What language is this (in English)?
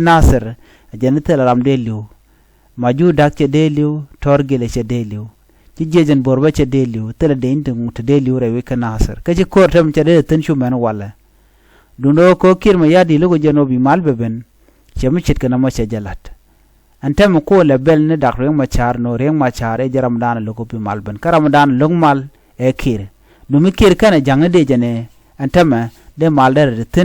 Nuer